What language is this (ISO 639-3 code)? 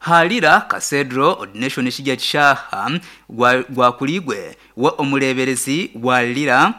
nyn